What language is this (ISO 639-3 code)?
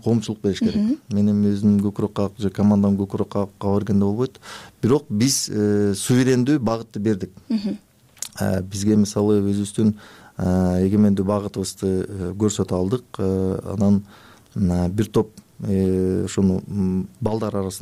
kir